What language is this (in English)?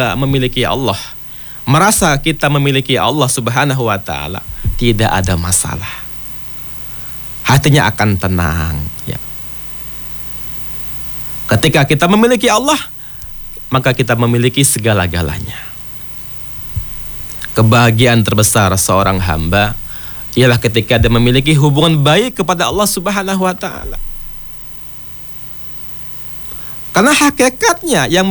Indonesian